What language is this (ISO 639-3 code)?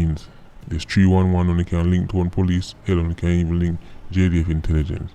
jam